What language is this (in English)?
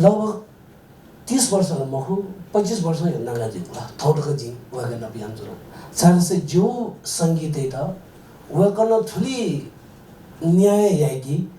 Newari